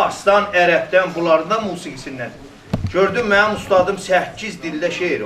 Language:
South Azerbaijani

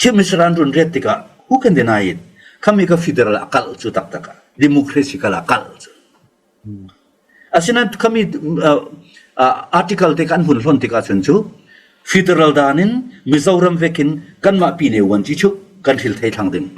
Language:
Falam Chin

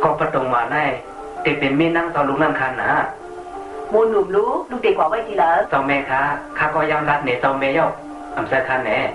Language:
Shan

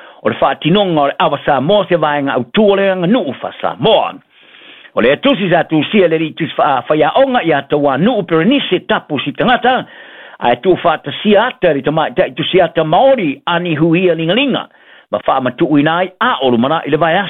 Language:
Samoan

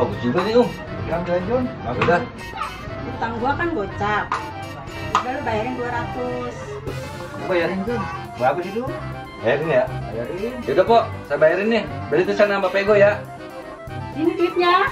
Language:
Betawi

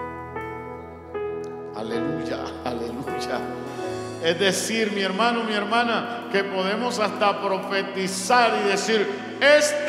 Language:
Spanish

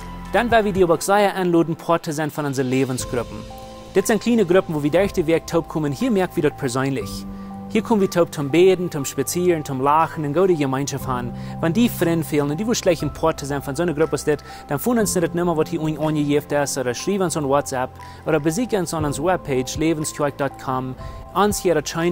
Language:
Plautdietsch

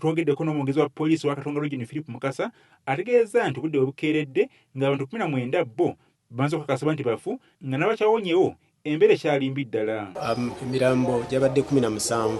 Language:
Ganda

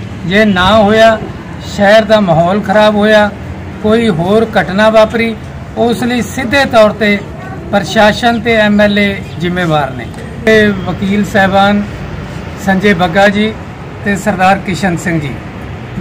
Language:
Punjabi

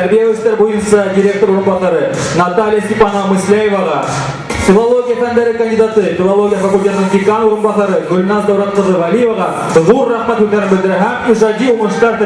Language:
Bashkir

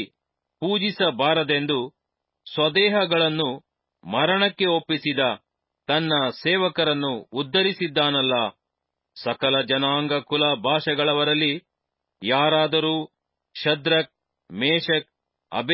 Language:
Kannada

